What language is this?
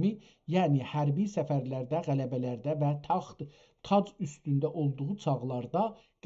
South Azerbaijani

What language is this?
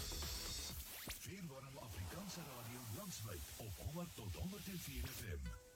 Afrikaans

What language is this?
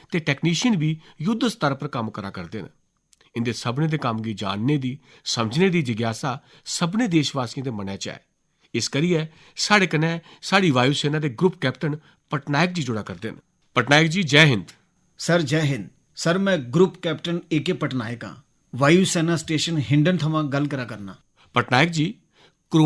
Dogri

